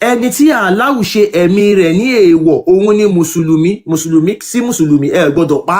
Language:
Yoruba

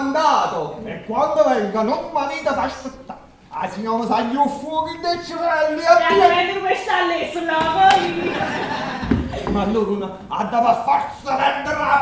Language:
Neapolitan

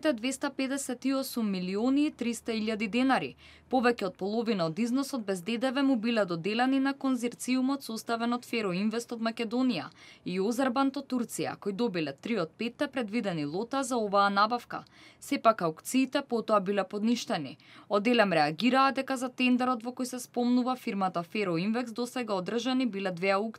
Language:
Macedonian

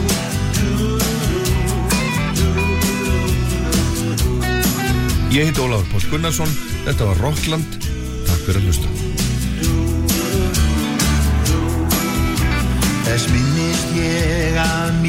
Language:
Icelandic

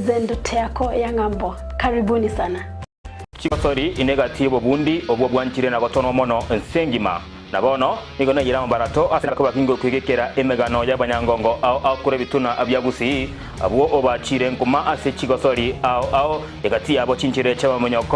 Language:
Gusii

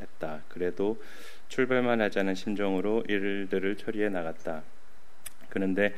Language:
Korean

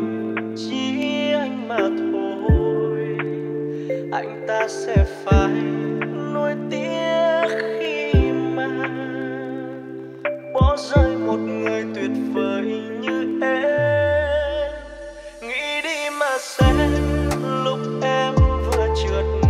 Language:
Vietnamese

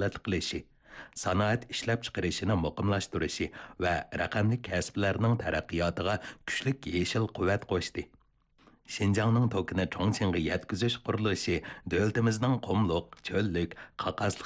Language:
Uyghur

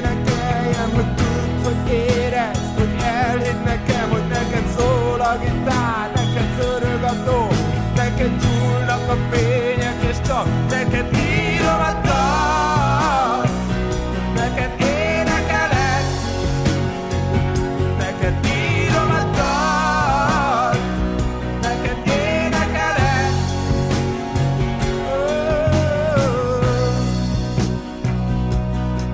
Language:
Hungarian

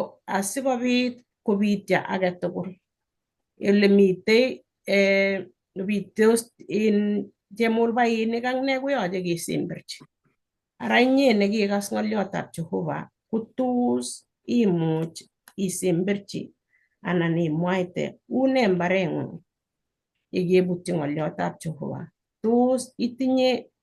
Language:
Kalenjin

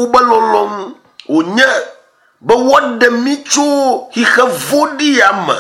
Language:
Ewe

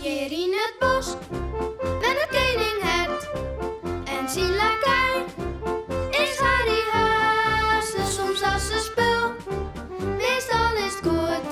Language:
Western Frisian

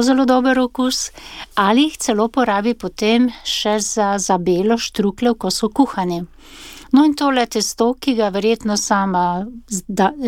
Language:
Slovenian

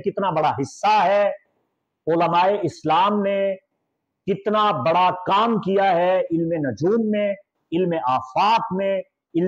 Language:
Urdu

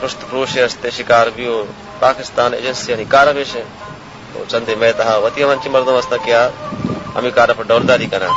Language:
Baluchi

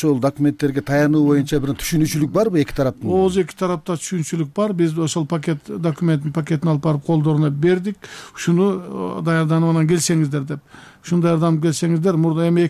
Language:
Kyrgyz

